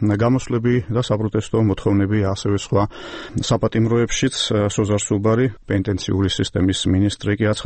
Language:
Georgian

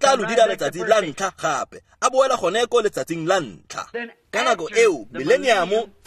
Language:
Tswana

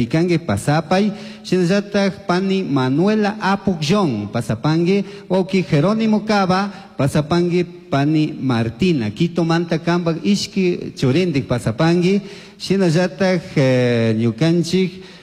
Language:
Chimborazo Highland Quichua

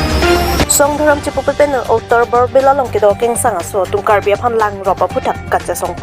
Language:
Karbi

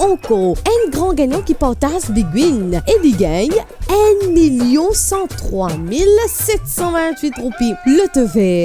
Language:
Morisyen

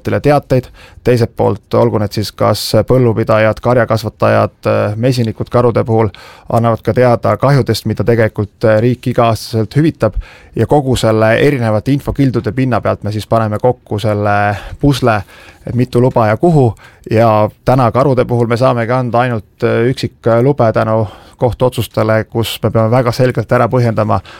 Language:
Estonian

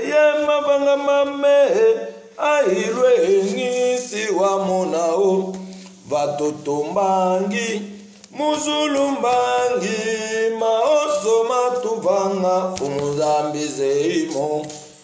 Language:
Lingala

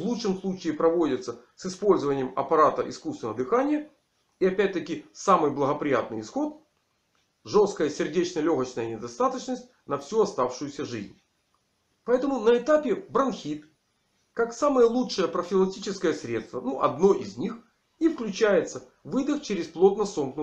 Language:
Russian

